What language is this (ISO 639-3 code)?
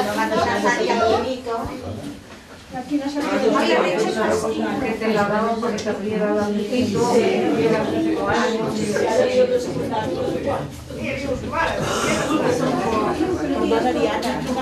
cat